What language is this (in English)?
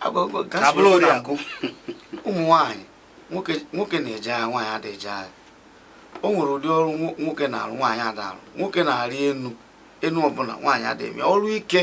Igbo